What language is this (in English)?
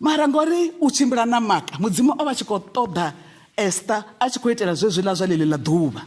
Venda